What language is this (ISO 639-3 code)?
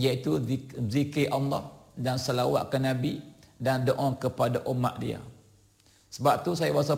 msa